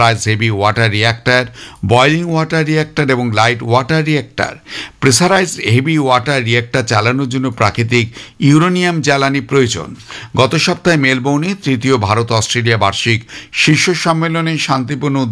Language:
Bangla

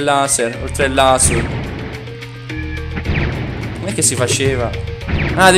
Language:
Italian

